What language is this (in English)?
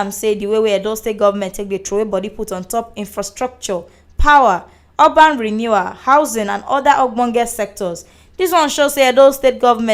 Nigerian Pidgin